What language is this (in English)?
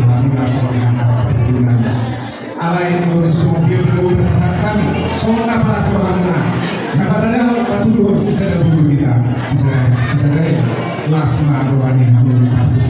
Batak Toba